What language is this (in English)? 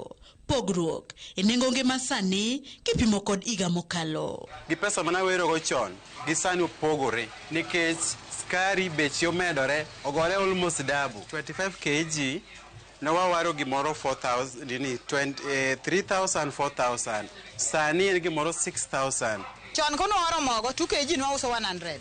Luo (Kenya and Tanzania)